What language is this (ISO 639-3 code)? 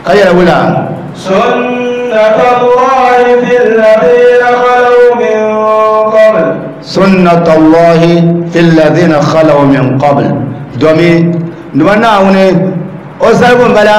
dag